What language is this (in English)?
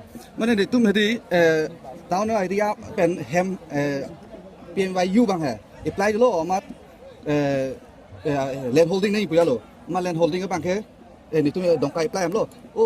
Karbi